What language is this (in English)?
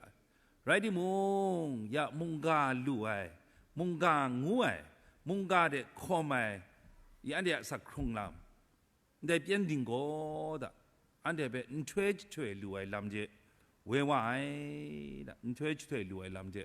Kachin